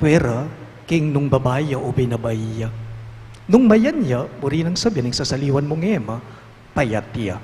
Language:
Pampanga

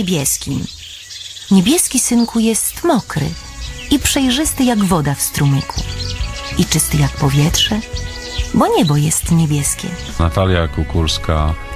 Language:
Polish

